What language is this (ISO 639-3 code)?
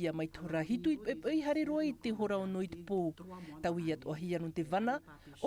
tah